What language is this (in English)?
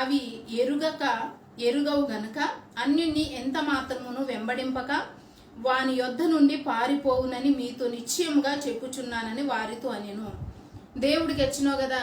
Koya